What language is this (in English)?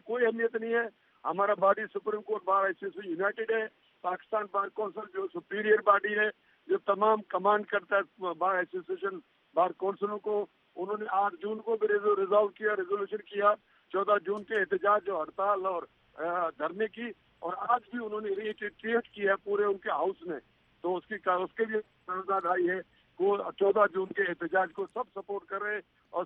Urdu